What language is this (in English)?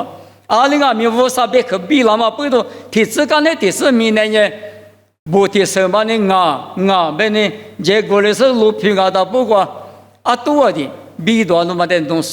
Lisu